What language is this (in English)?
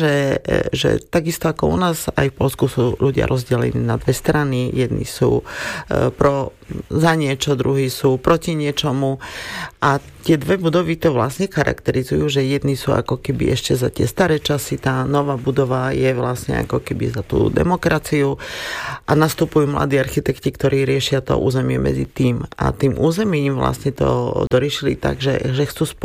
Slovak